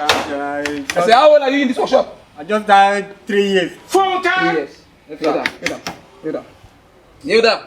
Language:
Nigerian Pidgin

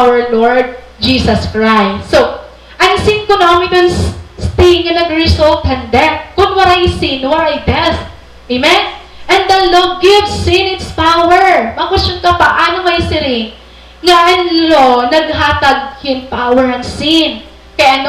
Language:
Waray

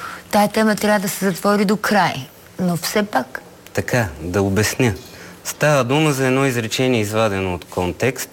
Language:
Bulgarian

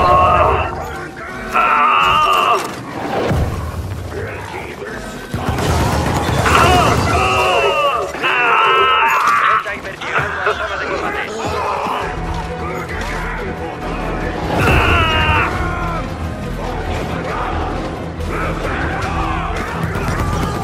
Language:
Spanish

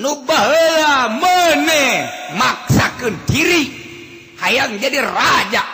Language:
Sundanese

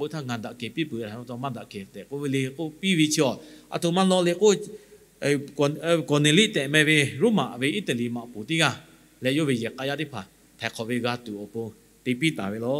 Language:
Lahu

